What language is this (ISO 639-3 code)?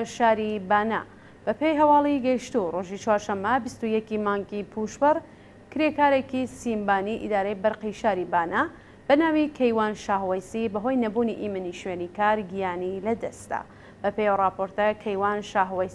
ckb